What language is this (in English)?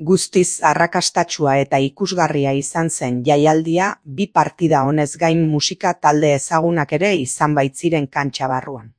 Basque